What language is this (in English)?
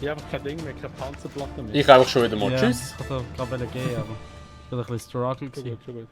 Swiss German